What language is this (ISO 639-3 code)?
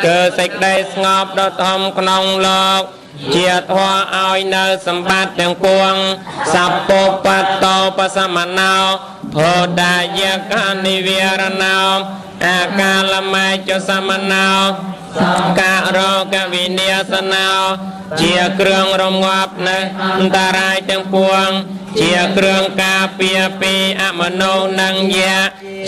khm